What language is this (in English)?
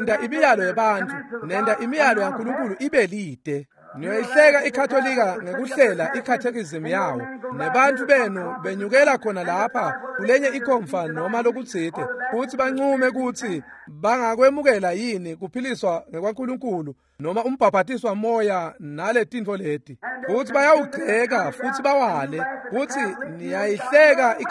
Swati